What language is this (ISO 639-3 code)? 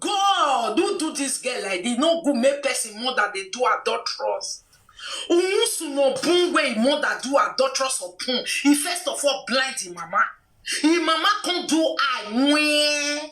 pcm